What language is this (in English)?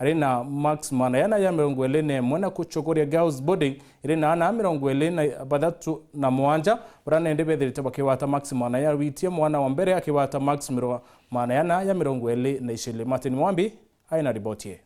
Meru